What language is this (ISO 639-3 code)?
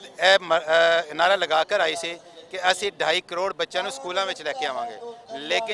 lah